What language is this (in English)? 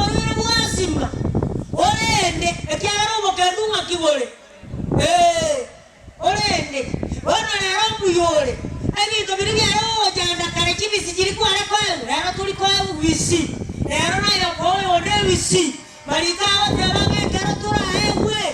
Gusii